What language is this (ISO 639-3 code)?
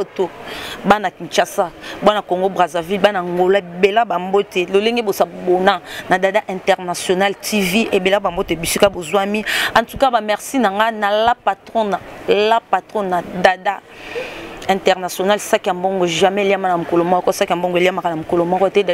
lin